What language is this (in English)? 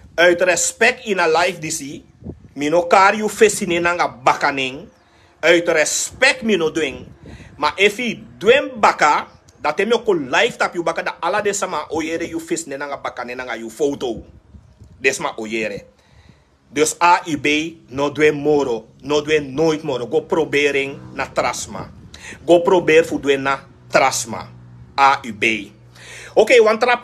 Sranan Tongo